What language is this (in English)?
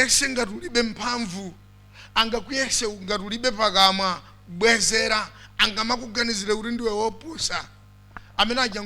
Nyanja